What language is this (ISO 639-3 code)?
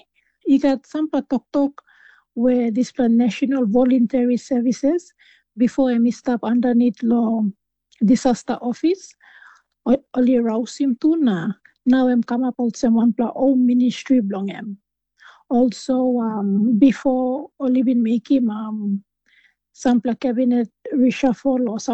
tpi